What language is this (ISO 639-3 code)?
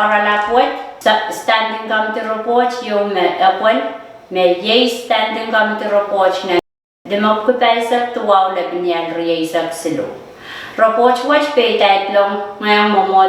pon